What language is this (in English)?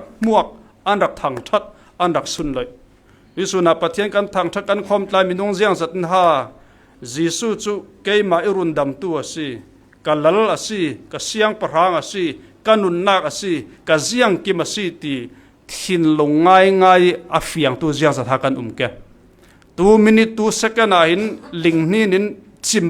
Falam Chin